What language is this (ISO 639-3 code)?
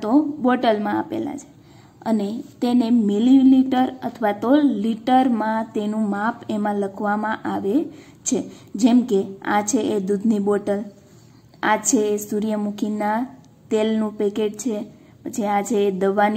guj